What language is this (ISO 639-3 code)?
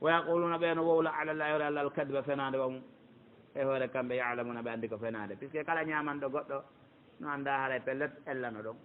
fuf